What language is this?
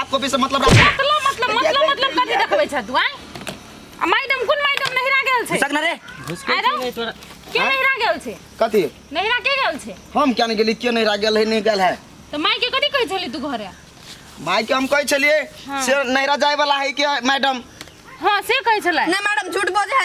Maithili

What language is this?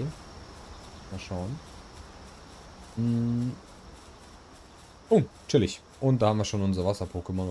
German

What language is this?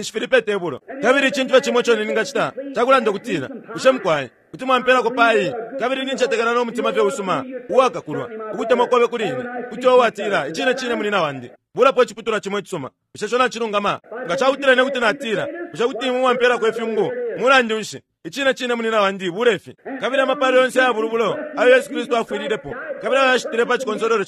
Bemba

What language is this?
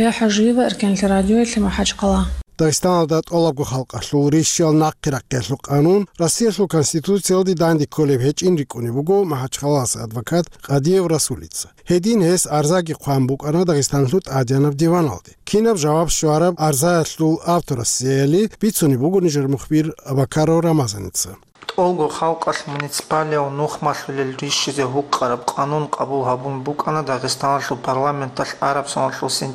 Avaric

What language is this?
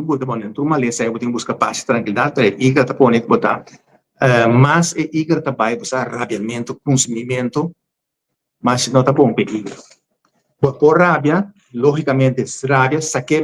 Papiamento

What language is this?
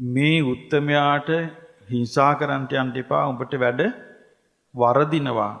Sinhala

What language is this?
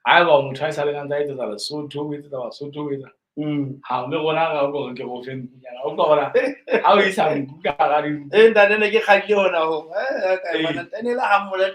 Southern Sotho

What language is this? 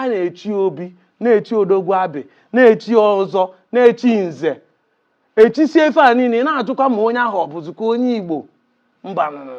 Igbo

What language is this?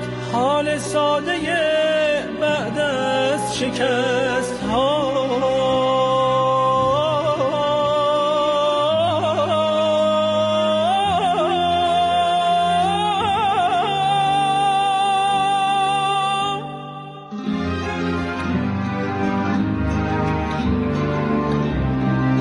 Persian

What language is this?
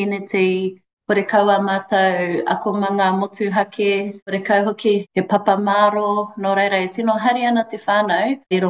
Māori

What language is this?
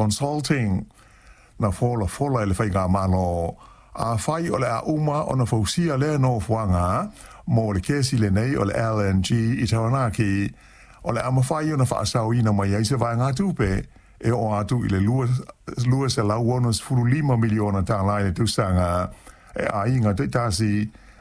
Samoan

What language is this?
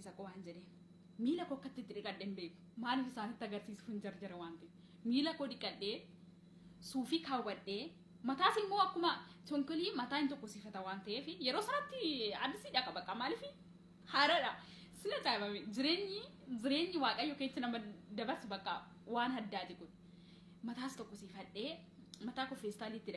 Oromo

